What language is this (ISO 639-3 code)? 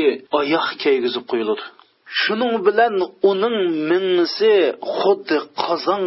uig